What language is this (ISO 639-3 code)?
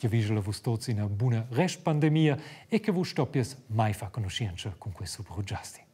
roh